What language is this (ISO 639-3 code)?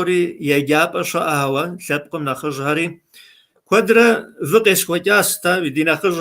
kbd